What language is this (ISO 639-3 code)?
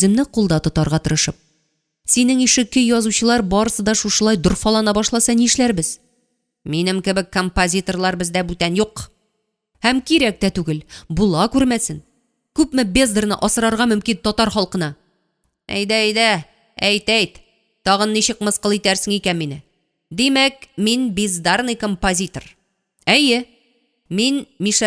tat